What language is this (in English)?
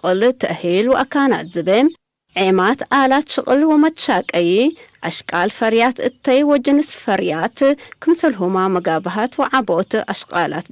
Tigre